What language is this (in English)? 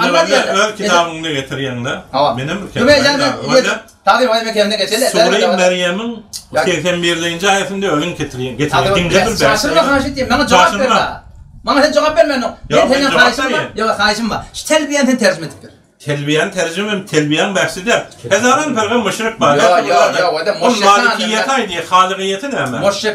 Turkmen